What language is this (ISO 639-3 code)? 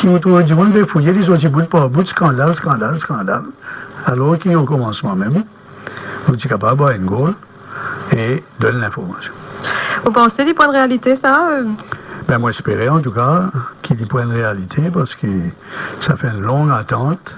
mfe